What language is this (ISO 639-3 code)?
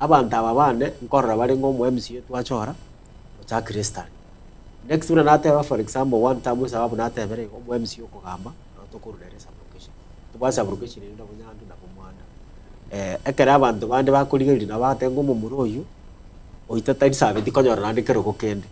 guz